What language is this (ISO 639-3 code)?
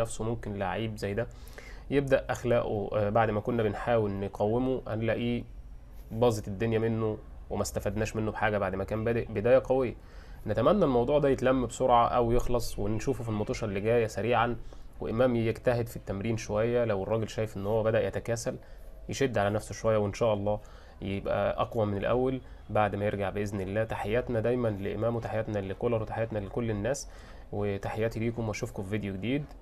arz